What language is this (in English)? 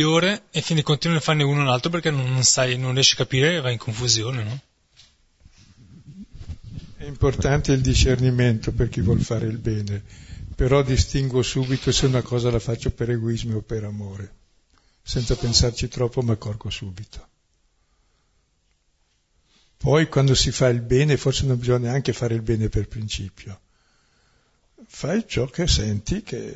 Italian